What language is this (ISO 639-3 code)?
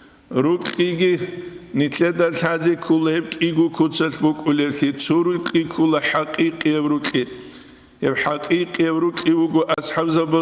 ava